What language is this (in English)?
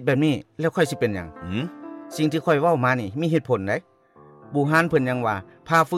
Lao